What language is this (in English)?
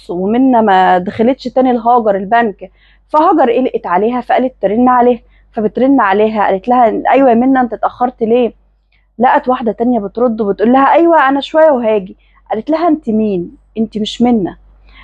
Egyptian Arabic